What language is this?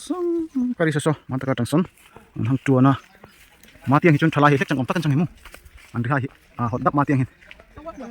Darlong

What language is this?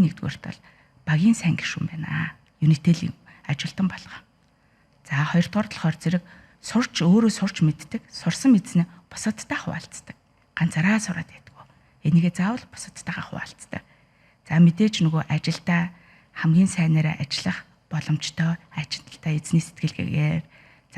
Mongolian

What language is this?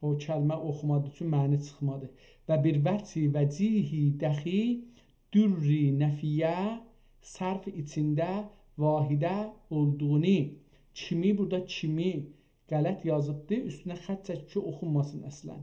South Azerbaijani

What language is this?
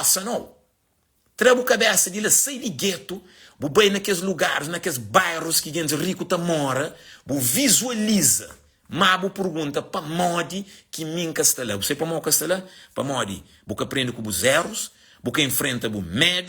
Kabuverdianu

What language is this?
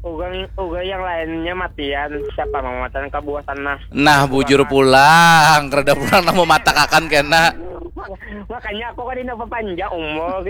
Banjar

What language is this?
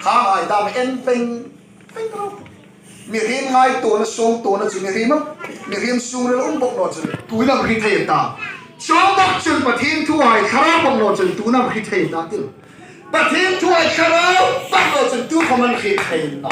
Hmar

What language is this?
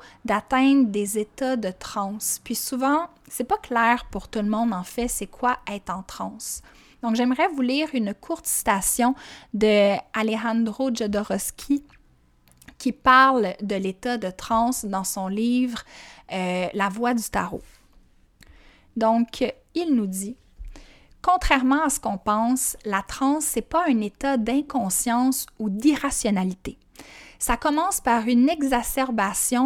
French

